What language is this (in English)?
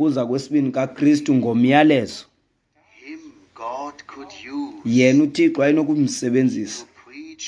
Xhosa